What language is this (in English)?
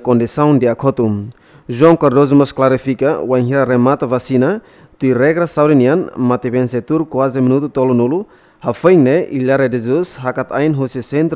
Tetum